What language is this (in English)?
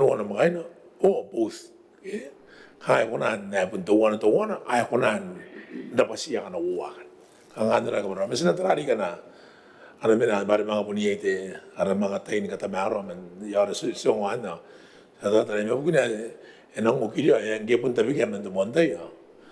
Gilbertese